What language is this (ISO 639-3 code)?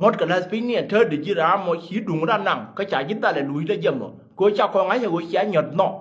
nus